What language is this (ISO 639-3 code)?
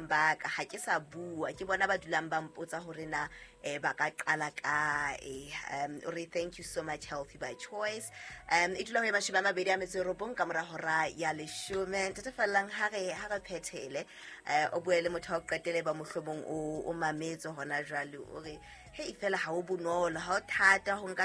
sot